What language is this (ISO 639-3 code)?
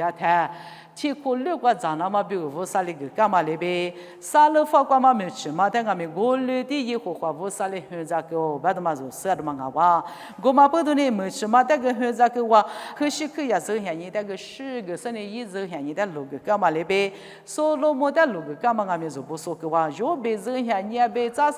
lis